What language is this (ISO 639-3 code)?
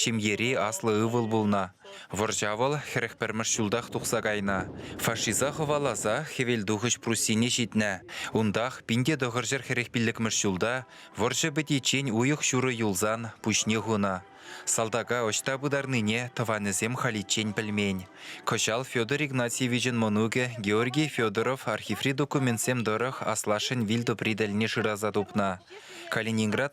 chv